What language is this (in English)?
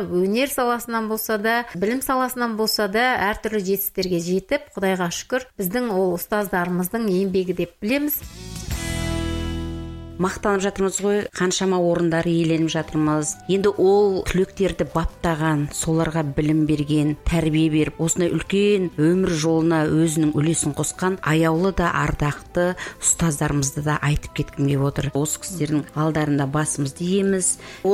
Kazakh